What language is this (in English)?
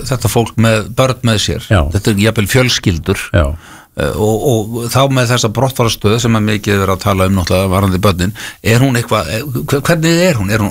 Icelandic